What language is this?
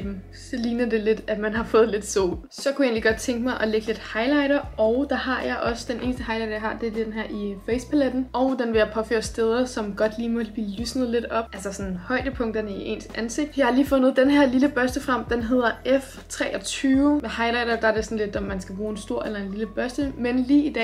Danish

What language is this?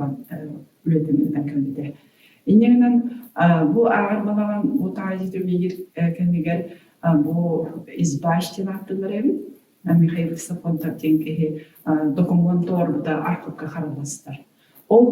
Yakut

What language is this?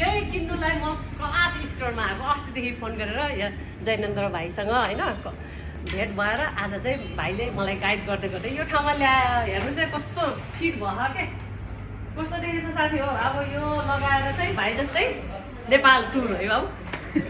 Nepali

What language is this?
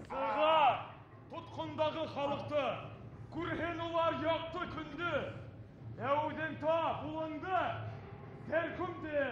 Bashkir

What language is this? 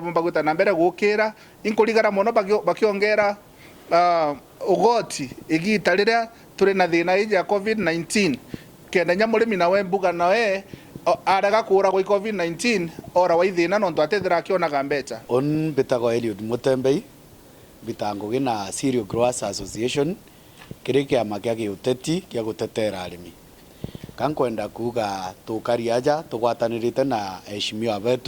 Meru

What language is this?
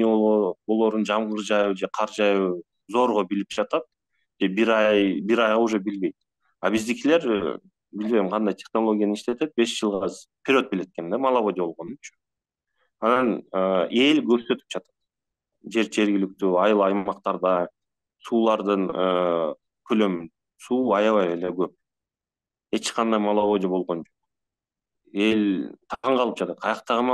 Kyrgyz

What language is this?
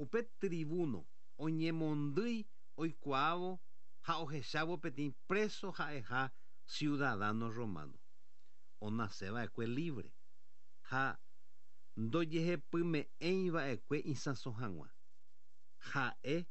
Guarani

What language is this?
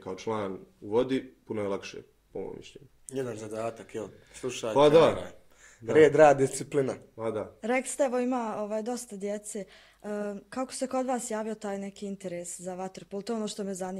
Bosnian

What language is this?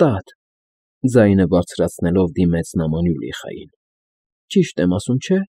Armenian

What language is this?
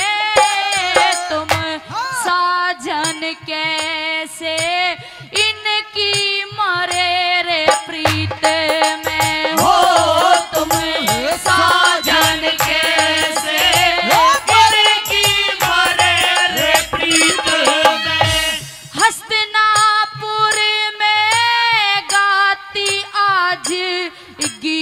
Haryanvi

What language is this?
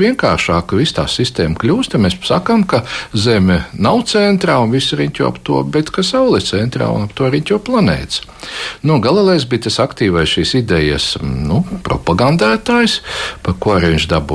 Latvian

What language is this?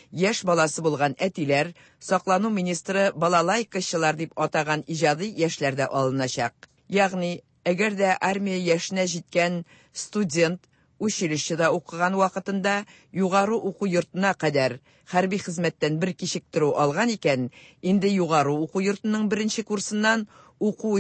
Tatar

